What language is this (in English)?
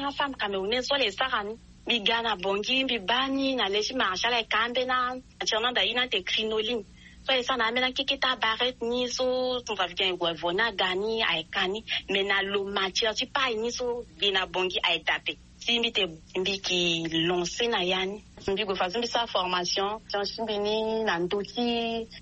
Sango